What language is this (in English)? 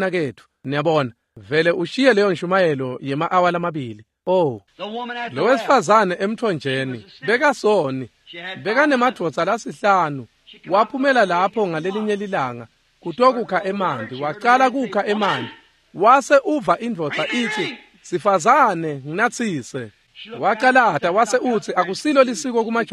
Swati